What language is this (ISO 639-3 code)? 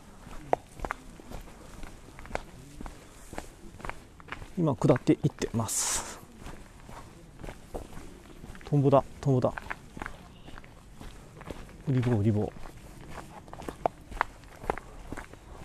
jpn